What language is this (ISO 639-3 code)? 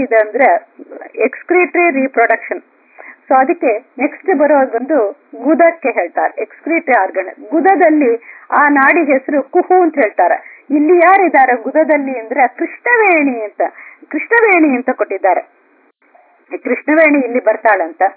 kan